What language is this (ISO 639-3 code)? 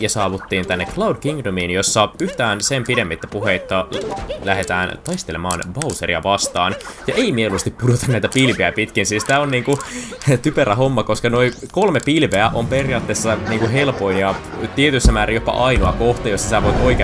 fin